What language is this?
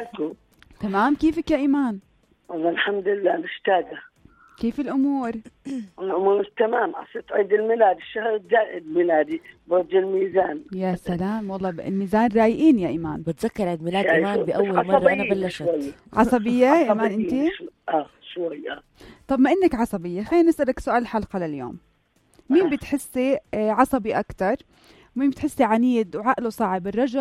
North Levantine Arabic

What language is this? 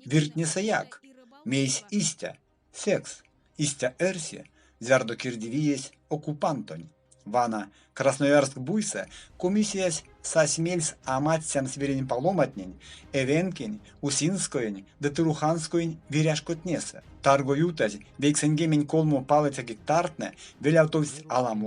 Erzya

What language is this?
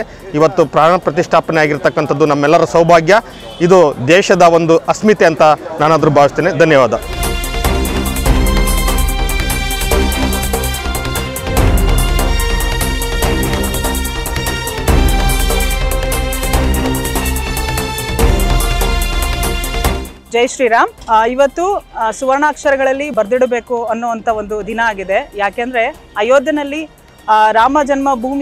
Kannada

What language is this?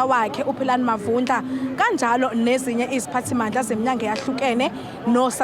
Zulu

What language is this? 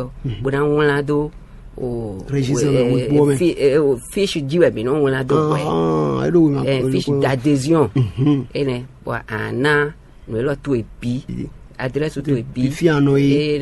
Fon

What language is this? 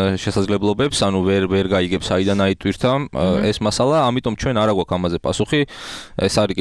Georgian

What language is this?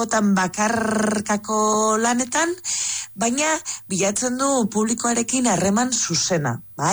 Basque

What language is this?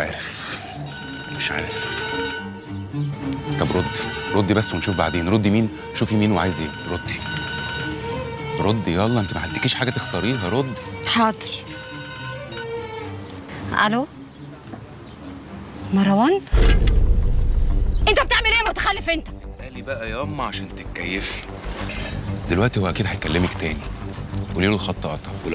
Egyptian Arabic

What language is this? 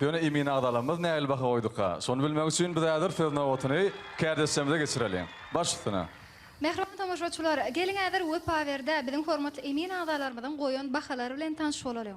Turkmen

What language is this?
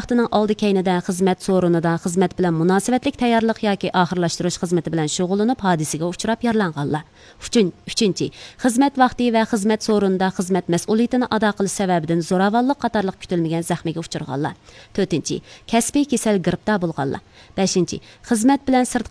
Uyghur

